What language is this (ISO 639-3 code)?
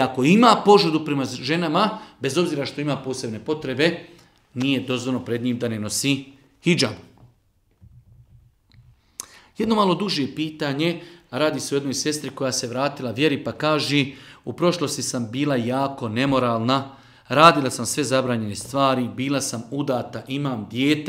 bos